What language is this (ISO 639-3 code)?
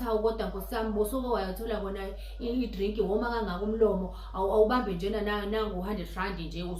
zul